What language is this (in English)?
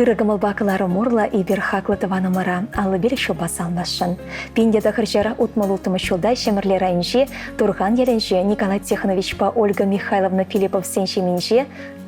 Chuvash